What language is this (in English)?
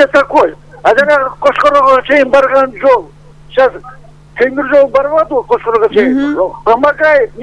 Kyrgyz